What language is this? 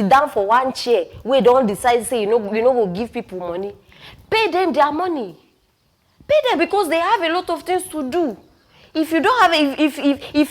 Nigerian Pidgin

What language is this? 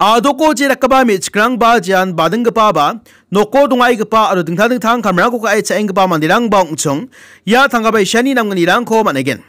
Garo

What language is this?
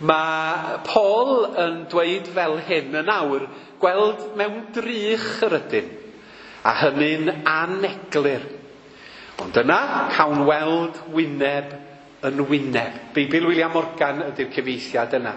Welsh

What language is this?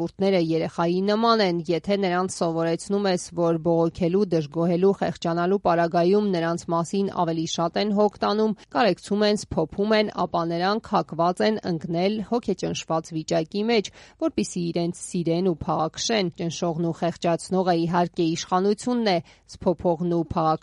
Armenian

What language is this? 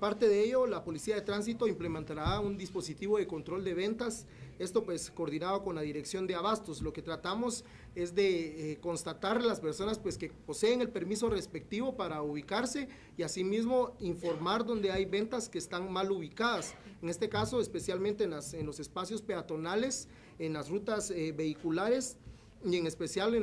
Spanish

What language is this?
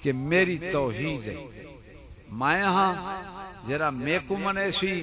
Saraiki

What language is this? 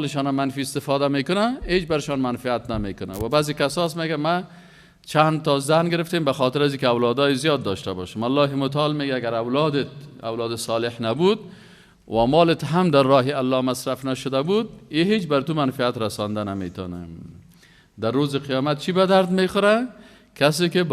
Persian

